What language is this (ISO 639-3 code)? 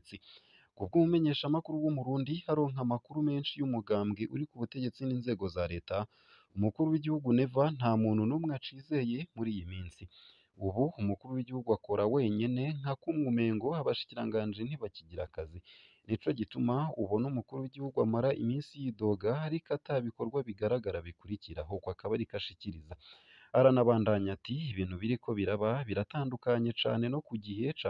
run